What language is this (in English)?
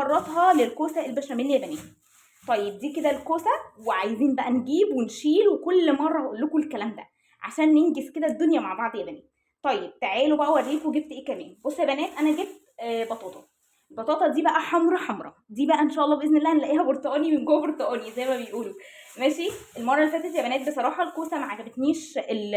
Egyptian Arabic